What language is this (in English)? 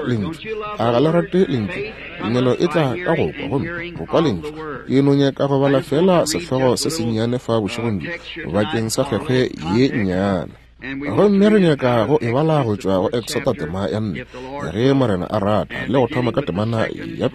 Northern Sotho